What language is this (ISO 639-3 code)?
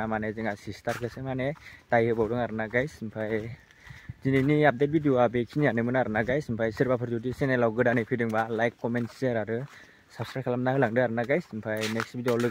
brx